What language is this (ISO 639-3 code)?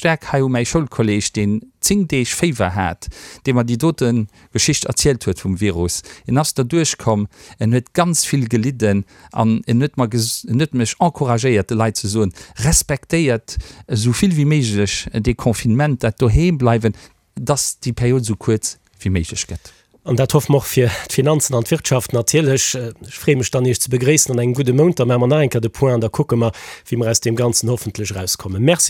ltz